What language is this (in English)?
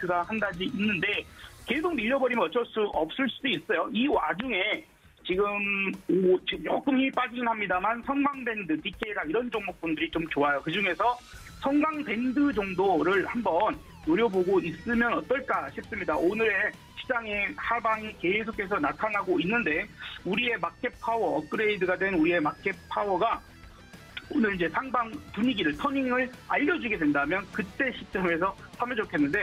Korean